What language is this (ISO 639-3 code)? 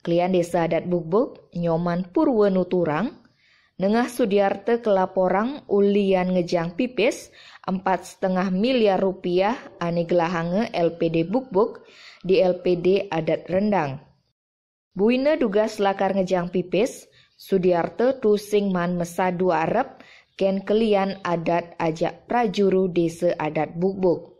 ban